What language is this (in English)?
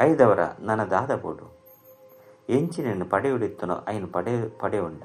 Tulu